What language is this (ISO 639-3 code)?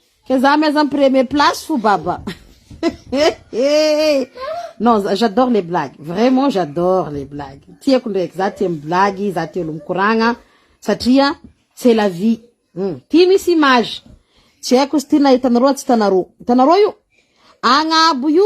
mlg